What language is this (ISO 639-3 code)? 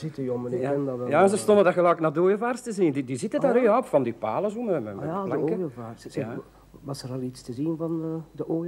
nld